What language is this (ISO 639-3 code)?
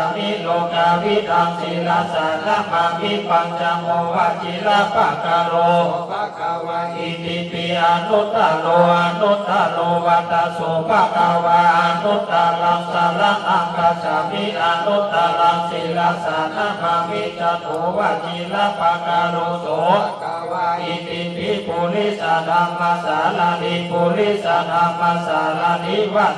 pli